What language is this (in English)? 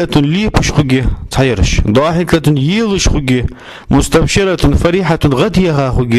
Ingush